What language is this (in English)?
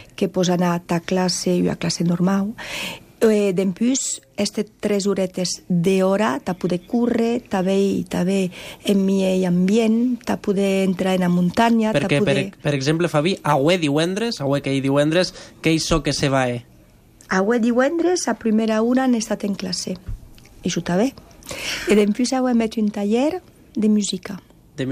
Catalan